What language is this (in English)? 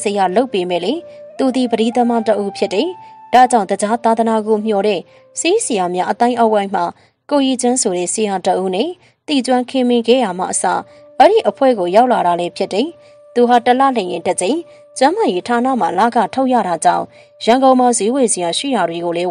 Burmese